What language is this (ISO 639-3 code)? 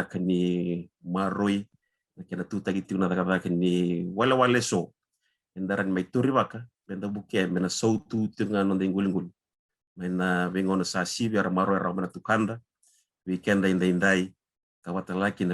fij